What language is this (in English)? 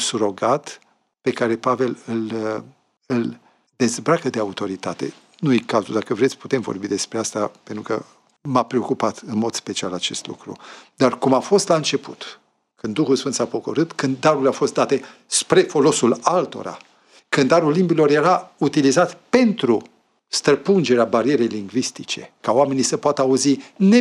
Romanian